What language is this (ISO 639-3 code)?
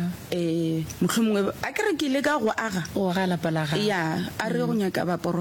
nso